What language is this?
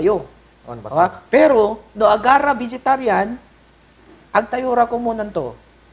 Pangasinan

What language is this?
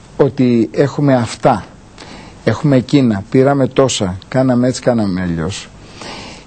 Greek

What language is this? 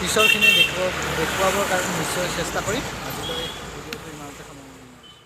Assamese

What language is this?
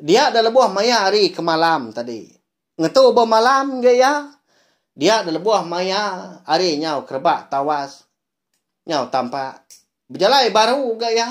Iban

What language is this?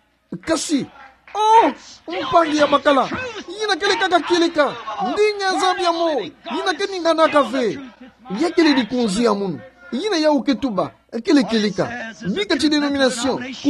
Kituba (Democratic Republic of Congo)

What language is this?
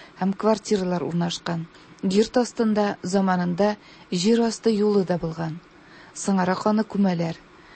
Tatar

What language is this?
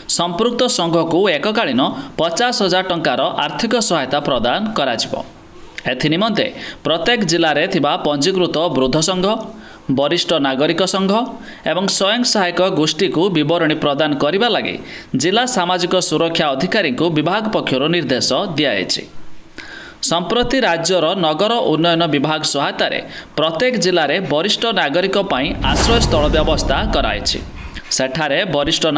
Odia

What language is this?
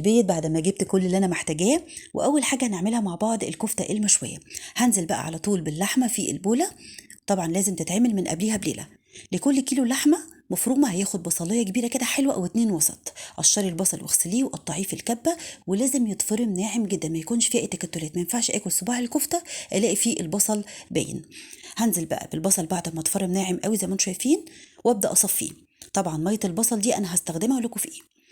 Egyptian Arabic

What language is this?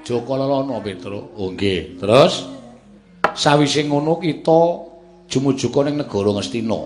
Javanese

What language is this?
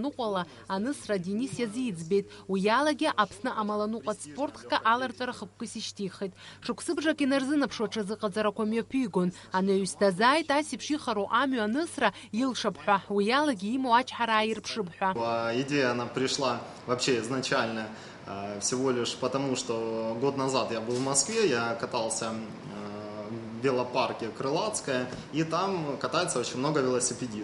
Abkhazian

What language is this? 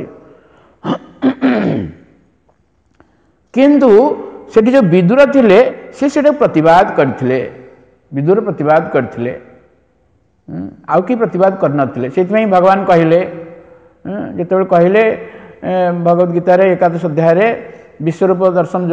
Odia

